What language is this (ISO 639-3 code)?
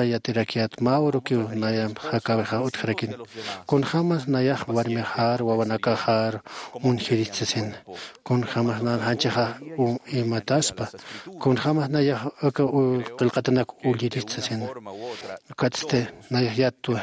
aym